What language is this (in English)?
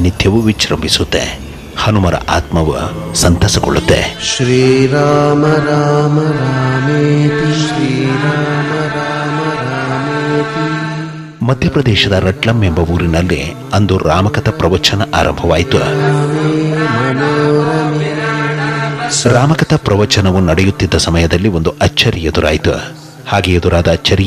Kannada